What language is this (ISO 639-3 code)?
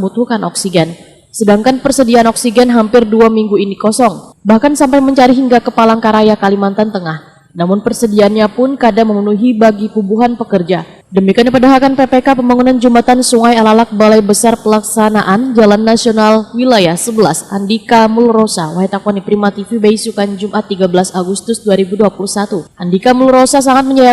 bjn